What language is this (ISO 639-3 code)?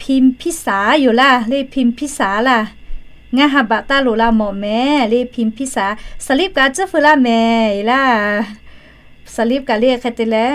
lhu